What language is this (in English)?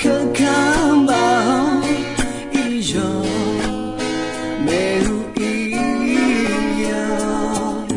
Akha